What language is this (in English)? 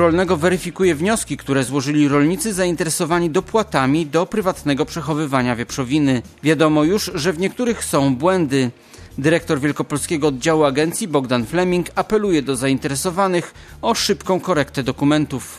Polish